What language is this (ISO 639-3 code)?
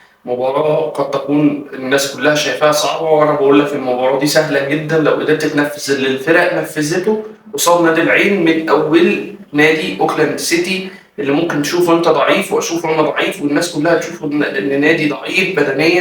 arz